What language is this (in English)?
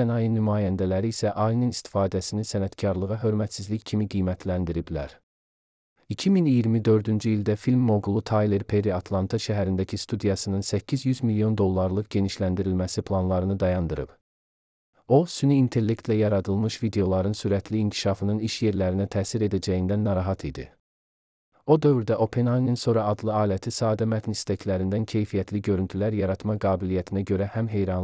Azerbaijani